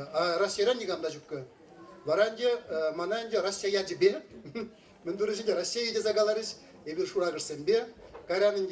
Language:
Chuvash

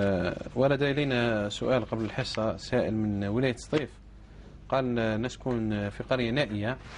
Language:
Algerian Arabic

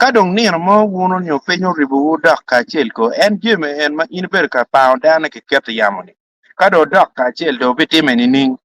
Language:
Acoli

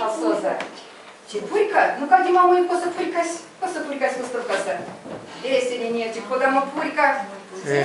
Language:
Erzya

